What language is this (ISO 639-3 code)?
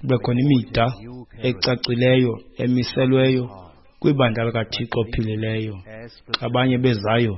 xho